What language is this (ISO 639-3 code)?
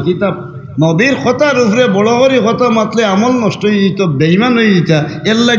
syl